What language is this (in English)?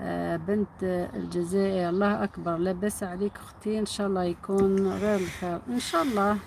Algerian Arabic